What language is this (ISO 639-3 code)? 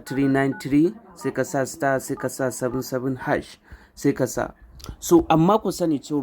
hau